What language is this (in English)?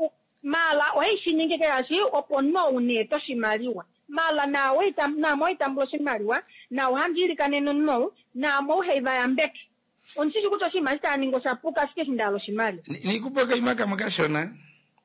Kuanyama